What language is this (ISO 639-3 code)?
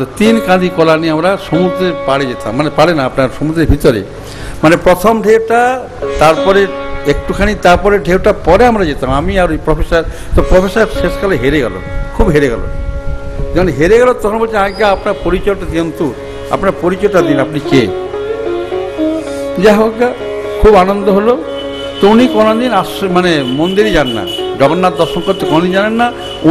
ben